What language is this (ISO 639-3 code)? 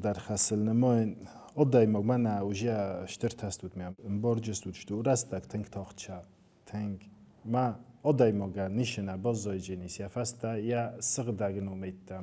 oss